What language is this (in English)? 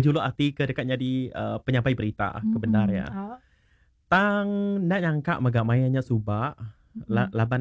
Iban